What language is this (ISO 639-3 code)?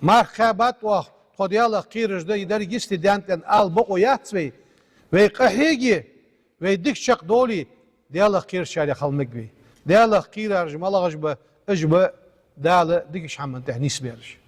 inh